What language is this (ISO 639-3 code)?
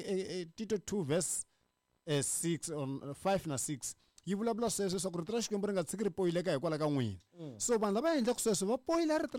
tso